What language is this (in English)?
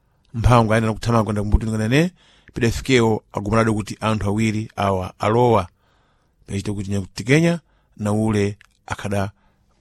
Sena